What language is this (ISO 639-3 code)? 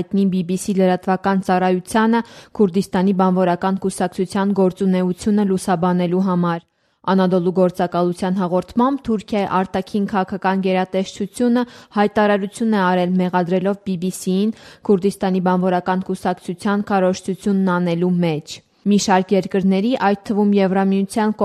hye